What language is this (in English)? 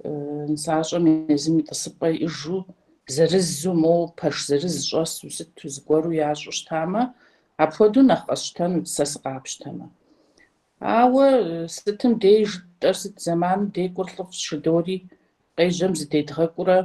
Kabardian